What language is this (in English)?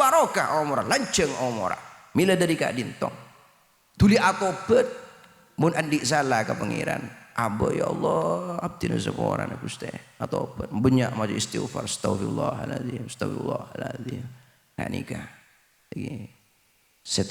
Madurese